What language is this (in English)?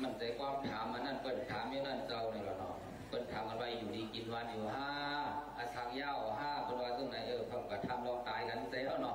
Shan